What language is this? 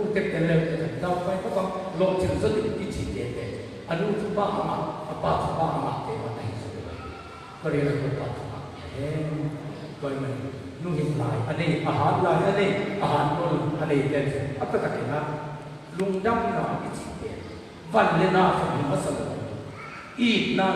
Tedim Chin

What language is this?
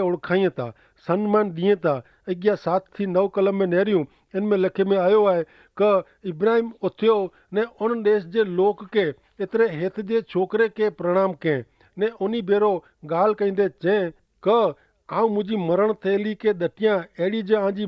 Kachhi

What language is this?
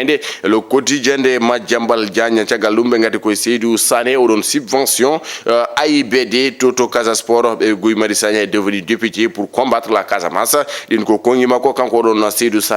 Fula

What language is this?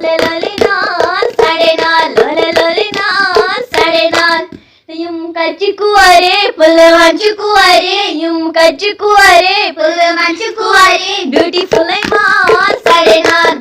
Kashmiri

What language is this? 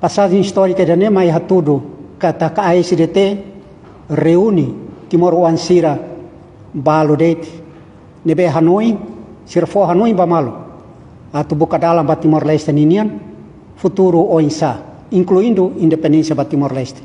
Tetum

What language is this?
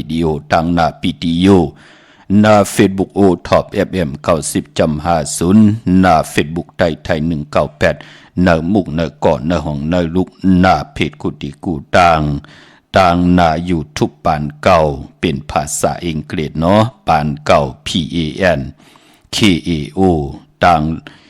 Shan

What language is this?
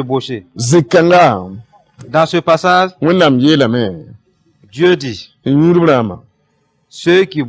Mossi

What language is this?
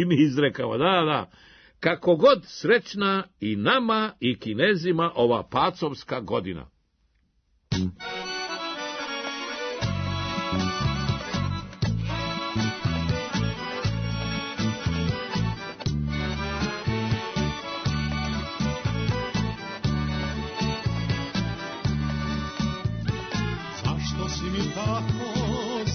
Serbian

